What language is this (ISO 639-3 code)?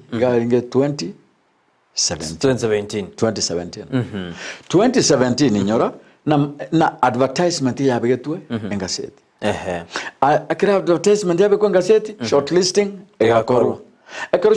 guz